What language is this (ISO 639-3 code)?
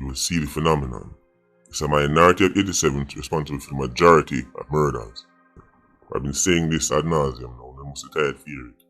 jam